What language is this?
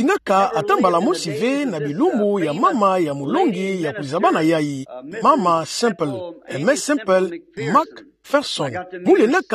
Kituba (Democratic Republic of Congo)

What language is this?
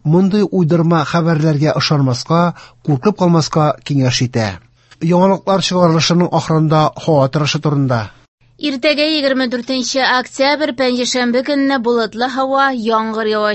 Tatar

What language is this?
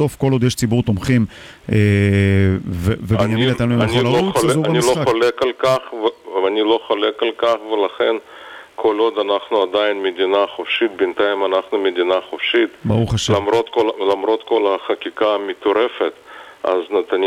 Hebrew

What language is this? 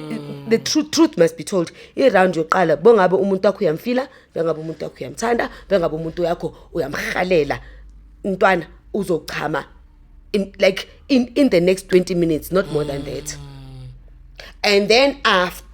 Zulu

